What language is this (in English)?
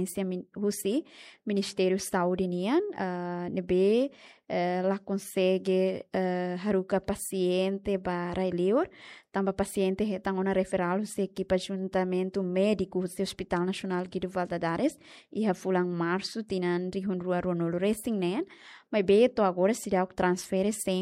Tetum